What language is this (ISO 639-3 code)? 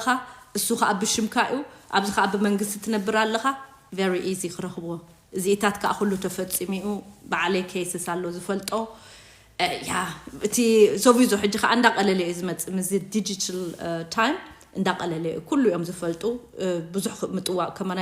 tir